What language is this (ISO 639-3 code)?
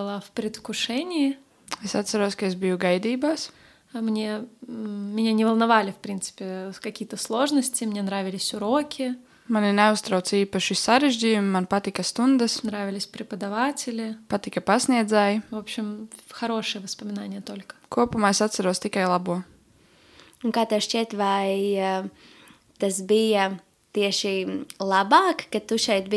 lav